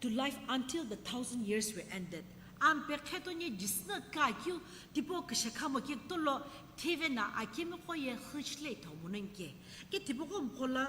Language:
Sumi Naga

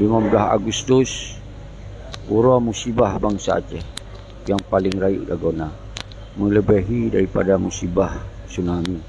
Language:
Achinese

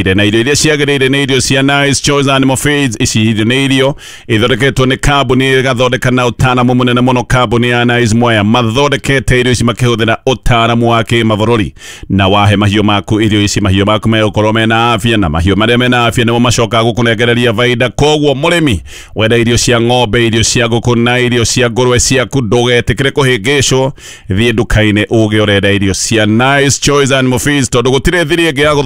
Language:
Kikuyu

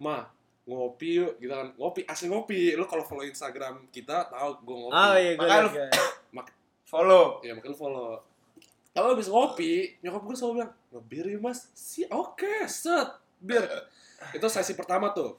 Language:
Indonesian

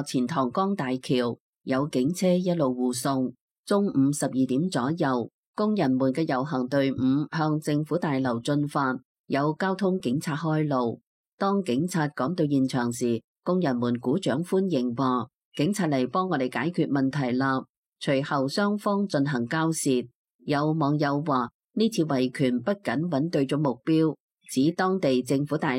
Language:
Cantonese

